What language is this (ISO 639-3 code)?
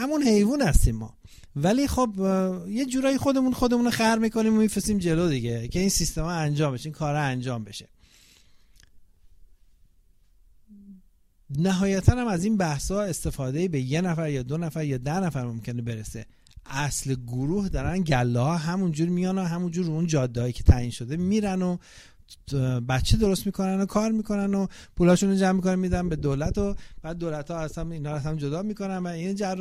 fas